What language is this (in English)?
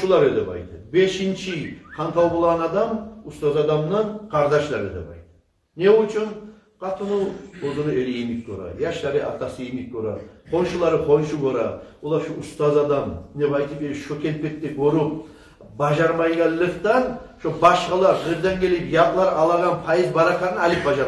Kumyk